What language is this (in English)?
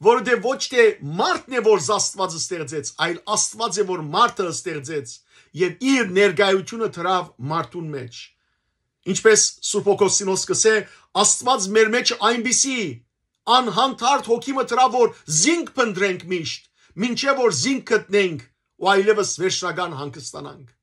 Western Armenian